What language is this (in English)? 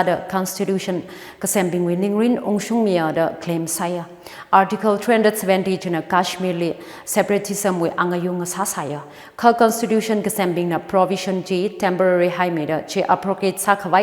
Tangkhul Naga (India)